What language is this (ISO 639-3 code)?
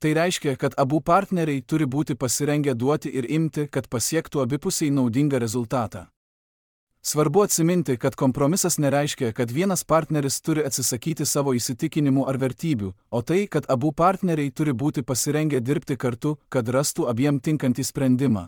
lit